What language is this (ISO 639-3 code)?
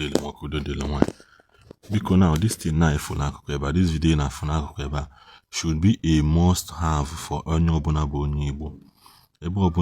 ibo